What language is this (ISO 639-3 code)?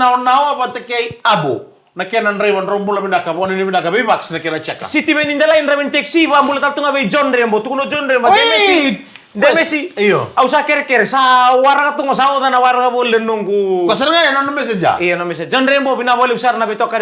fij